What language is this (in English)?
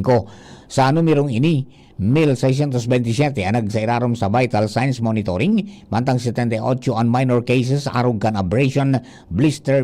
Bikol